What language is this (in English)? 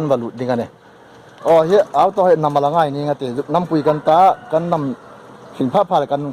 Hmar